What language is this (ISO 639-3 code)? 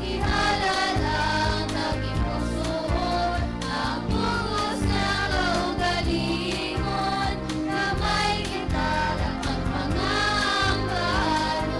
hil